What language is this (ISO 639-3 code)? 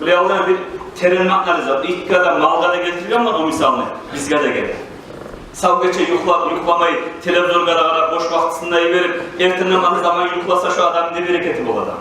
kum